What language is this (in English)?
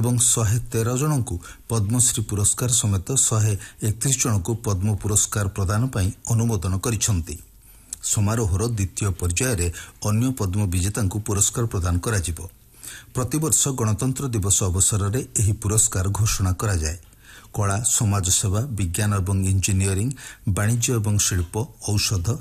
Odia